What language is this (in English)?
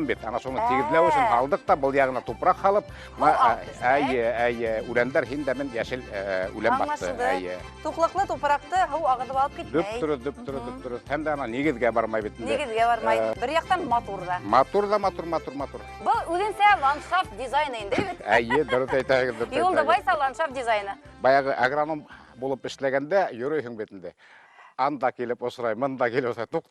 Bashkir